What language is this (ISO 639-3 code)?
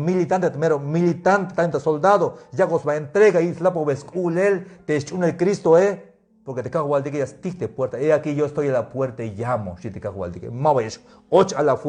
tzh